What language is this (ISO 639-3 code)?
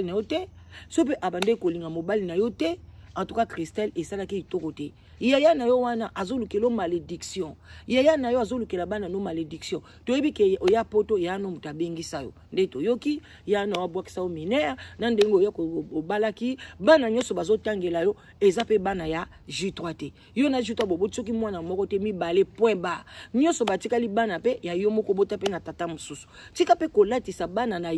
lin